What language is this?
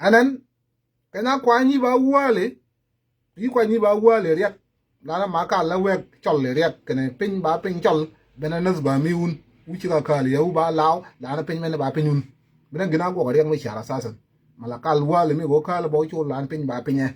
Nuer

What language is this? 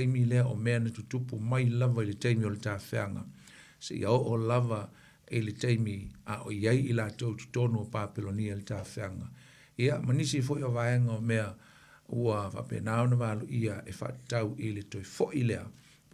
Samoan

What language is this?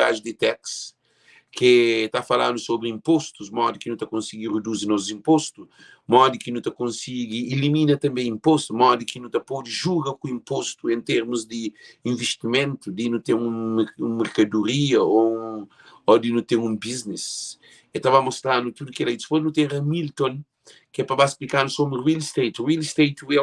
Kabuverdianu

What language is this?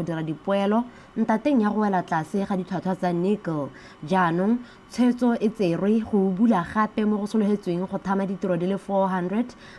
Tswana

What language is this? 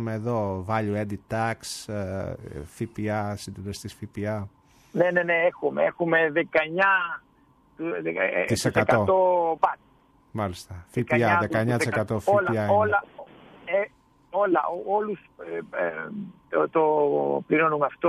Greek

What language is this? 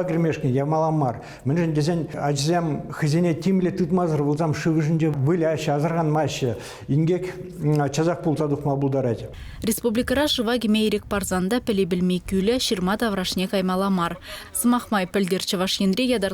Chuvash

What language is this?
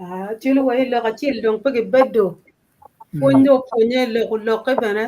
Acoli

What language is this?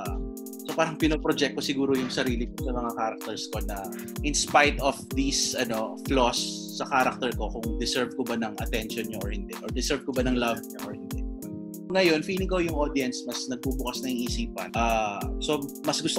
Filipino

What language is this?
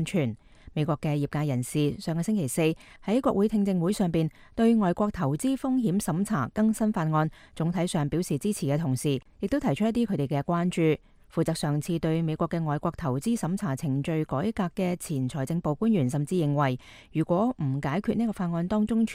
Cantonese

